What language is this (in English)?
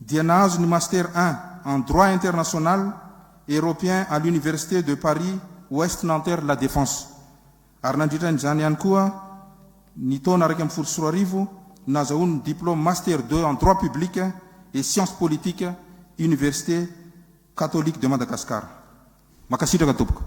Malagasy